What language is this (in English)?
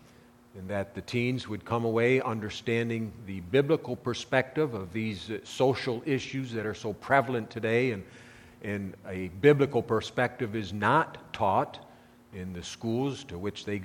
English